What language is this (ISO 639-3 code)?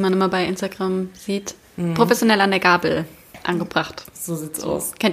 deu